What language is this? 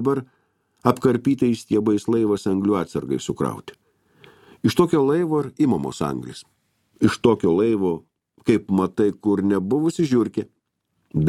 Lithuanian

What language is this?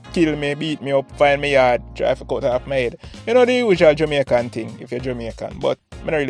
Jamaican Creole English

